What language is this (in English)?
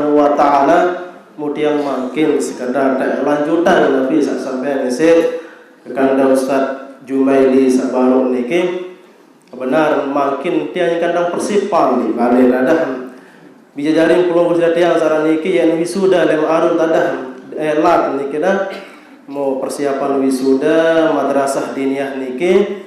Sasak